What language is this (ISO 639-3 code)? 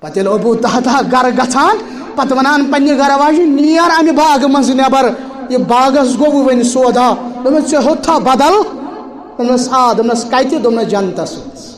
kas